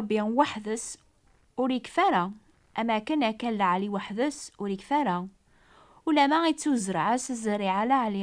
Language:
Kabyle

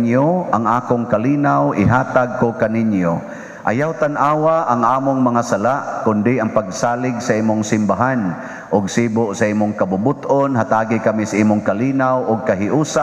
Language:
Cebuano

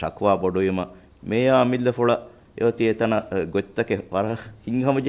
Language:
Divehi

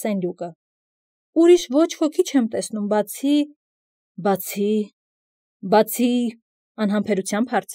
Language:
Armenian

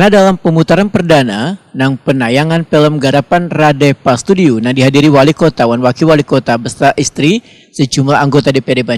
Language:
Banjar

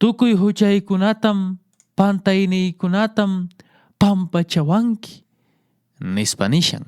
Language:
Quechua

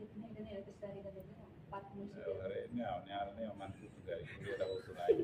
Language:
Tetum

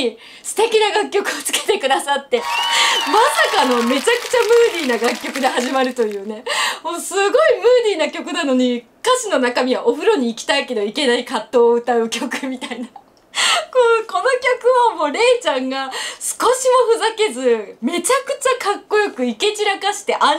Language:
Japanese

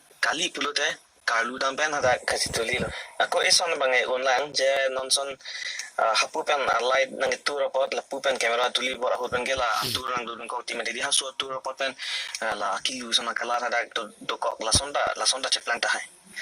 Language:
Karbi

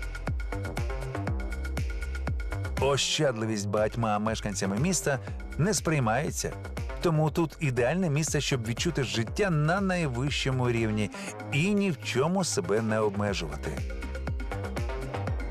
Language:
Ukrainian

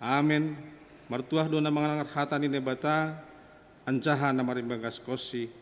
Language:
Batak Simalungun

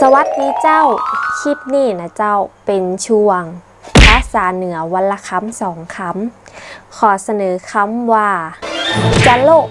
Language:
Northern Thai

